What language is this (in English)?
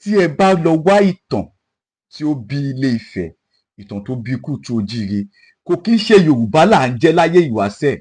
Yoruba